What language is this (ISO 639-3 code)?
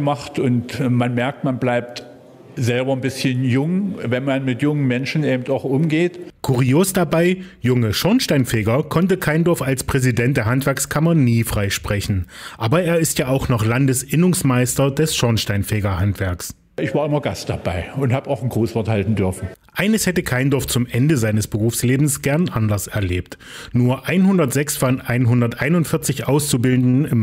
deu